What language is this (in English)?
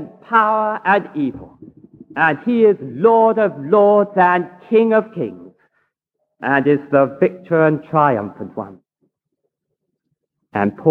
English